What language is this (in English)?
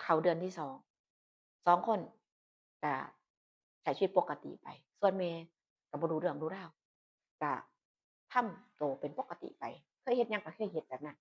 Northeastern Thai